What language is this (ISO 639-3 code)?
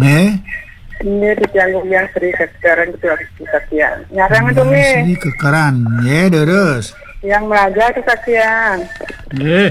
ban